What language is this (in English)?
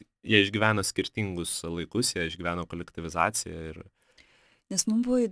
Lithuanian